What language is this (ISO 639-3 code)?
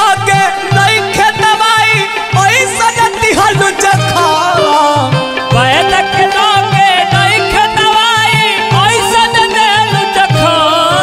bho